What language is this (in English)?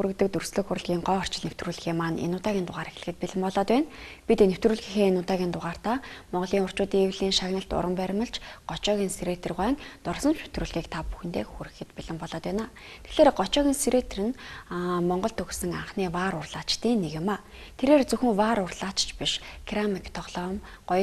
Mongolian